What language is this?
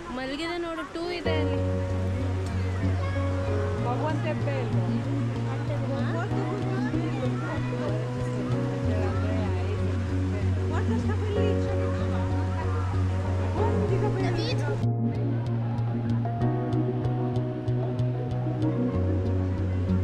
Kannada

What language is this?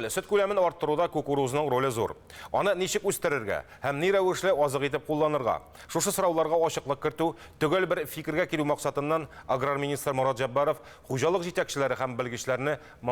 Tatar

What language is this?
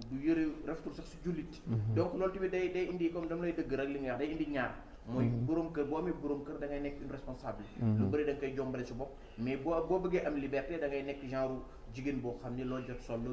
Wolof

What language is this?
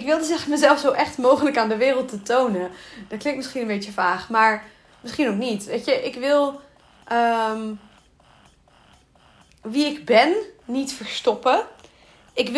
Dutch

